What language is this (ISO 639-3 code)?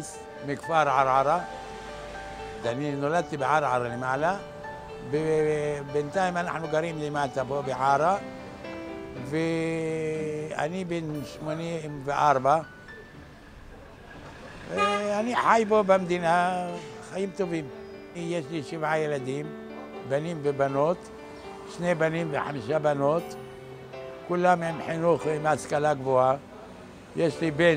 heb